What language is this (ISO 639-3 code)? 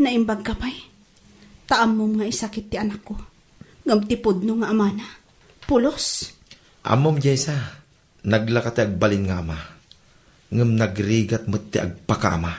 ilo